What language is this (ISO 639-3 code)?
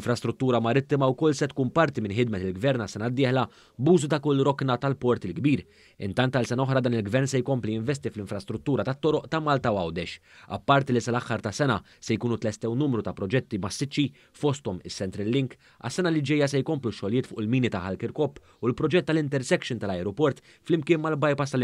mlt